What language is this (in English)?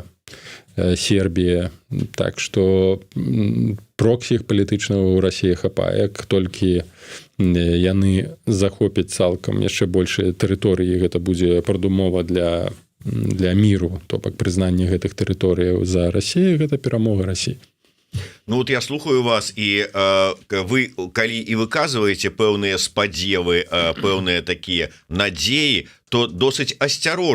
Belarusian